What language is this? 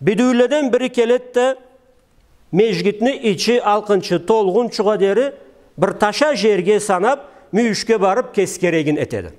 Karachay-Balkar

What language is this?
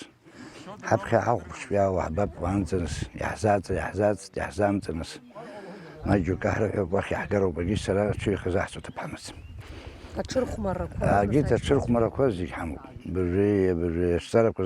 Abkhazian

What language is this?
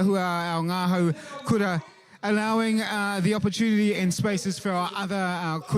Māori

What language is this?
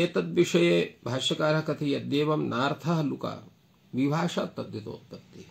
Sanskrit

